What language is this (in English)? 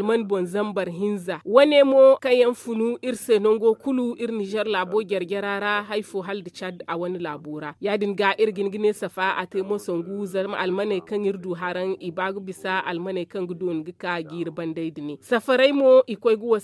Zarma